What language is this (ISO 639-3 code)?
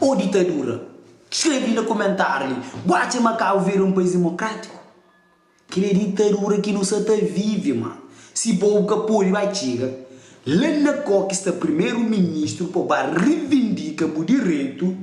kea